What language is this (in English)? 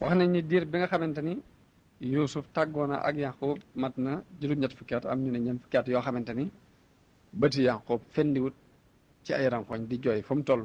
Wolof